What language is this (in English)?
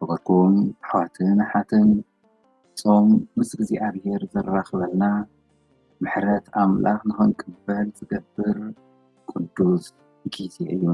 Tigrinya